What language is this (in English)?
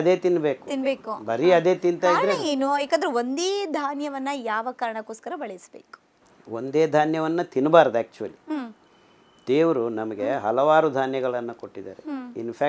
Kannada